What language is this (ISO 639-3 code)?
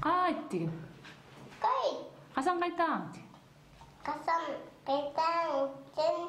bak